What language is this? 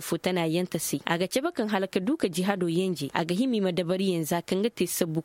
Koyraboro Senni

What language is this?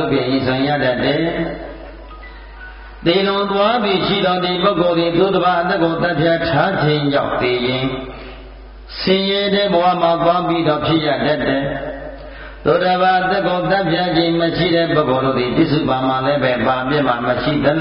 Burmese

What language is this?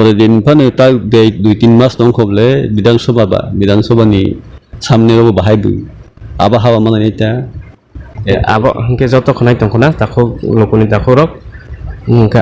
Kok Borok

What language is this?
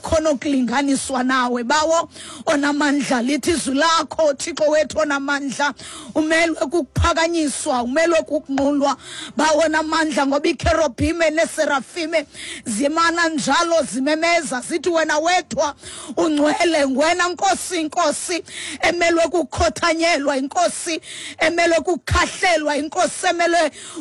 Xhosa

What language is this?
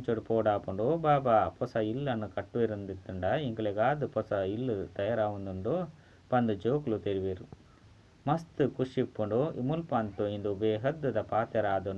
Tulu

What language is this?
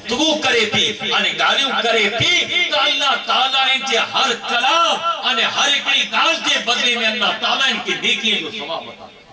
Sindhi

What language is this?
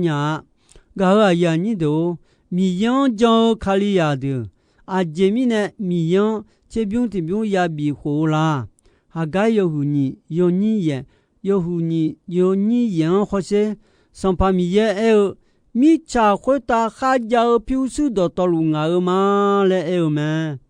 Akha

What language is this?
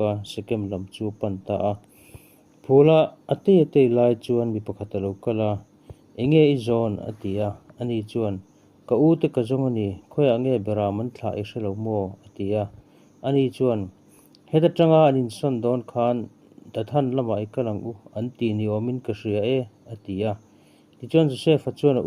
Mizo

